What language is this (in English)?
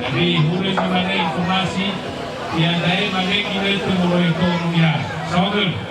Nias